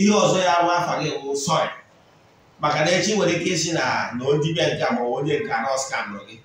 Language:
Igbo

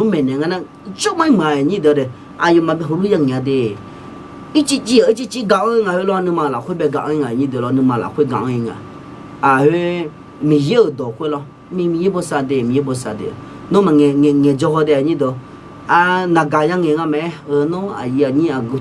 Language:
Akha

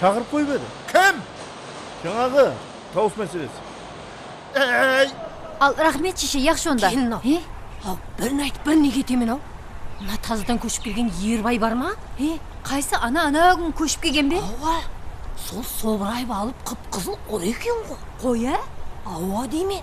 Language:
Kara-Kalpak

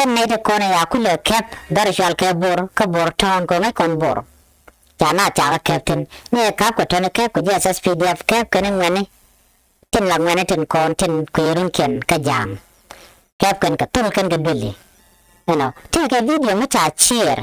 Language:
Nuer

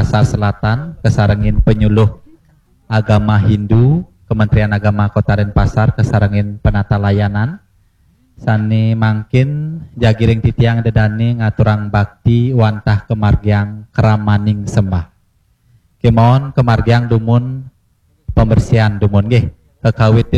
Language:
Balinese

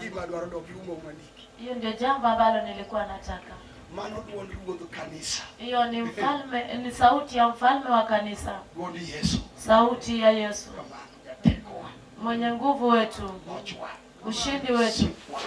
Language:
Luo (Kenya and Tanzania)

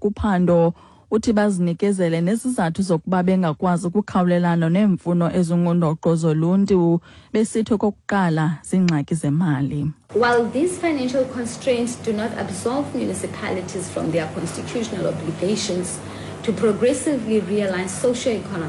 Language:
Xhosa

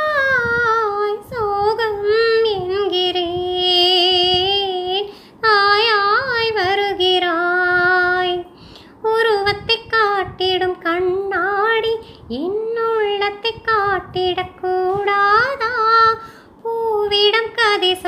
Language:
Tamil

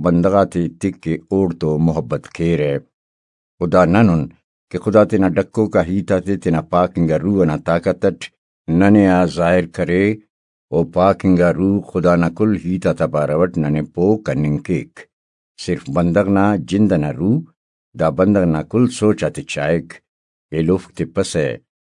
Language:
Brahui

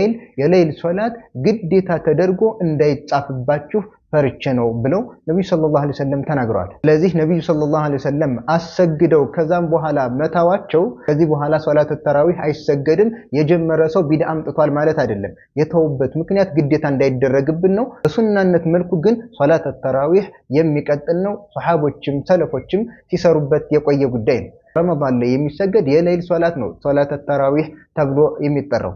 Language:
Amharic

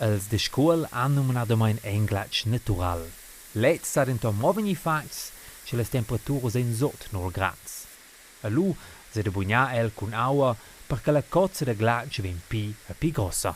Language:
Romansh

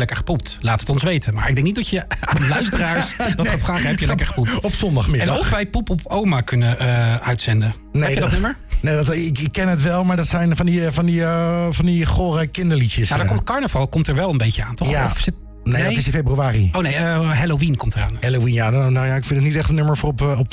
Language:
Dutch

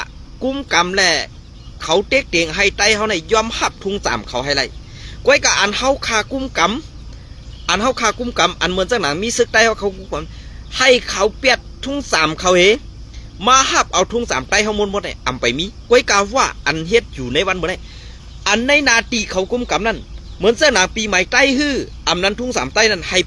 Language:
Shan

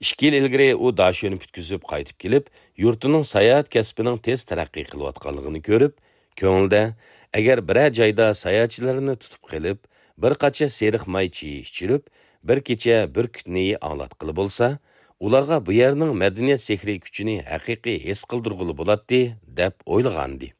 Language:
Uyghur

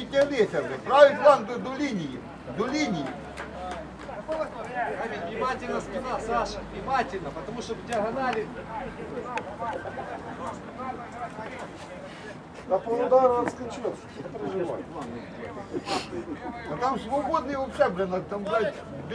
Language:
Ukrainian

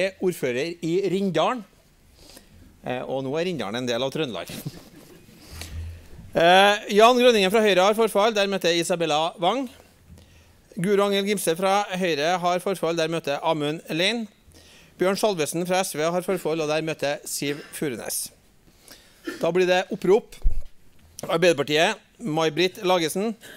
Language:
Norwegian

